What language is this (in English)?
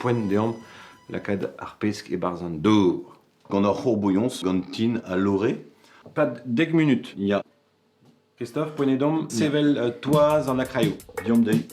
Breton